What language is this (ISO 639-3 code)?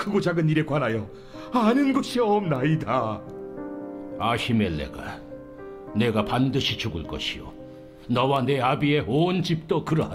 kor